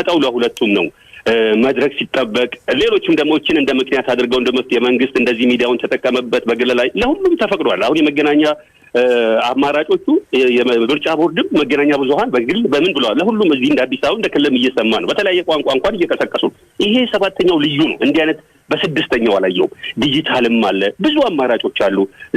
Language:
Amharic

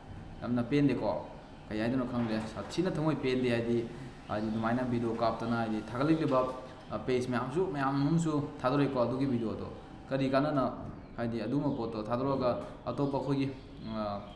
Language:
Manipuri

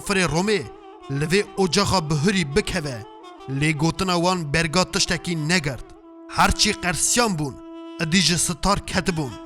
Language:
Kurdish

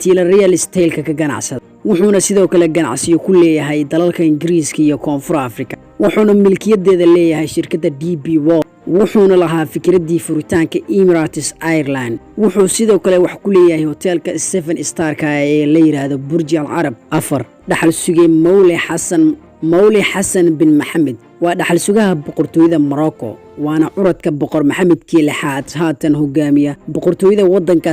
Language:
Somali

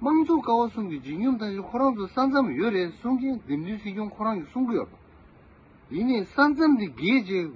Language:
Tibetan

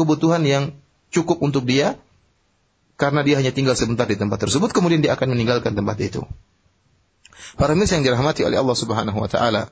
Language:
Indonesian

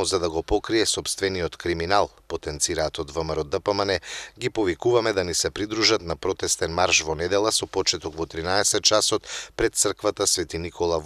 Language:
Macedonian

